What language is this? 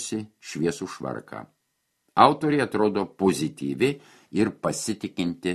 Lithuanian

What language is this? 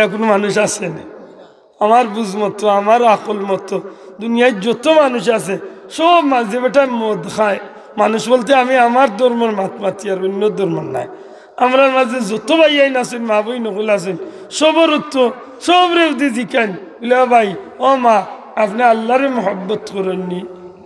Sylheti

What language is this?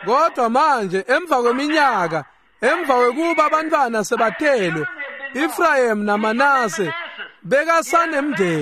Swati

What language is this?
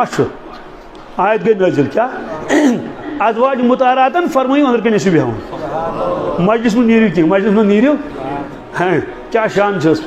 Kashmiri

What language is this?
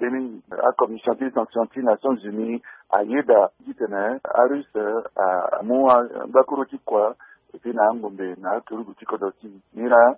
Sango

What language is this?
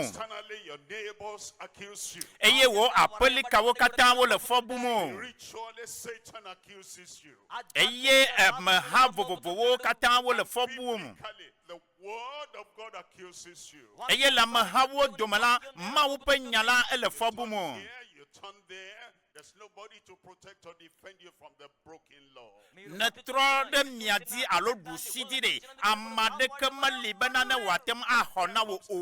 Ewe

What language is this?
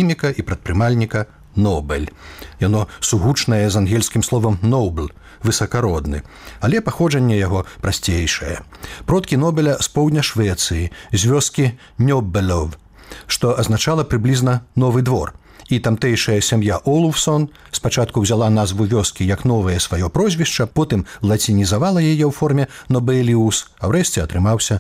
Belarusian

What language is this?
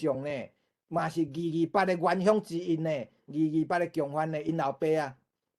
Min Nan Chinese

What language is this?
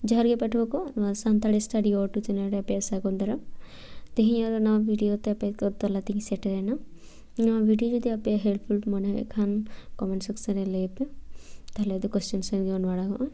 Santali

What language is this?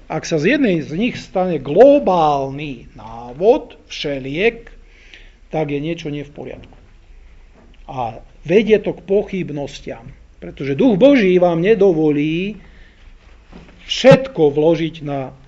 Slovak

